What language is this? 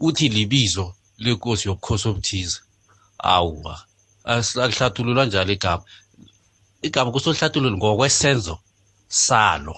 South Ndebele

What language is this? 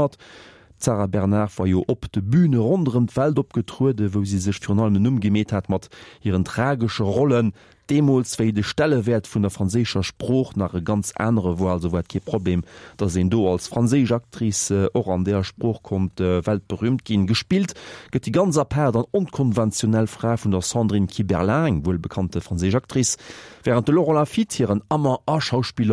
Luxembourgish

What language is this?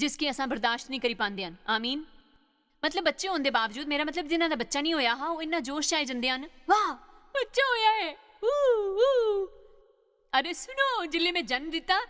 Dogri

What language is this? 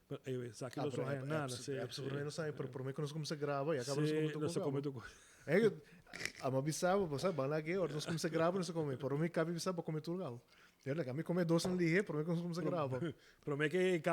Papiamento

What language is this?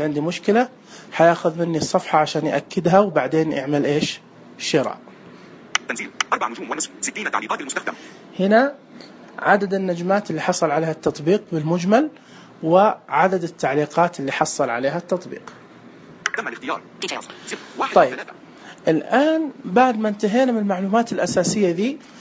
Najdi Arabic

